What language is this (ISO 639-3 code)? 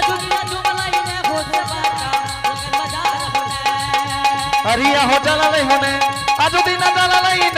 anp